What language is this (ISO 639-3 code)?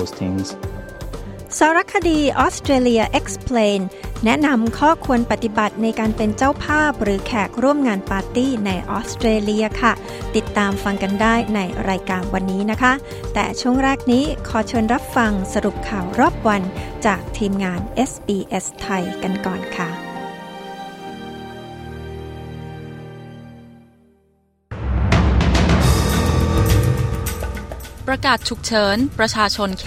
tha